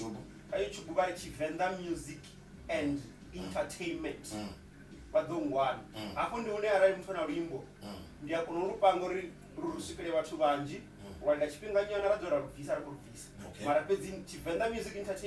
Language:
Venda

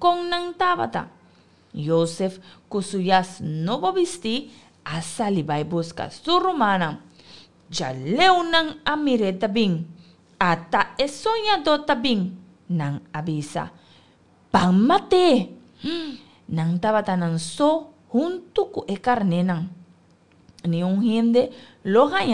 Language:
Papiamento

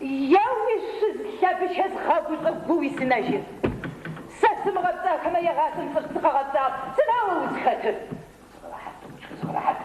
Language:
Adyghe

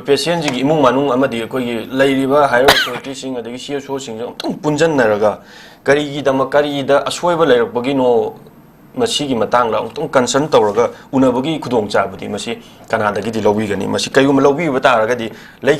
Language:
Manipuri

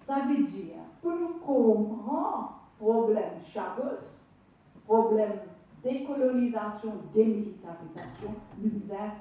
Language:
Morisyen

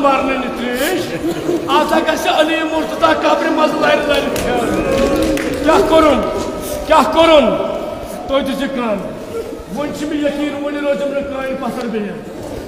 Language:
Kashmiri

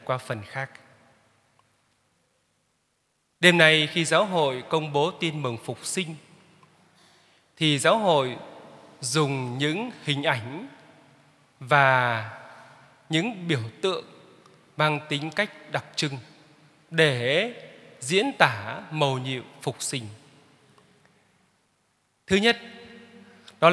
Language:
Vietnamese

